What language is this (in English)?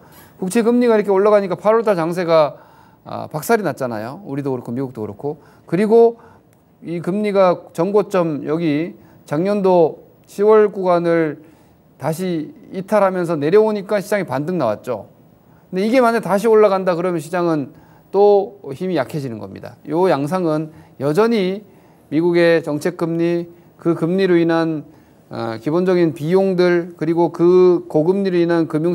Korean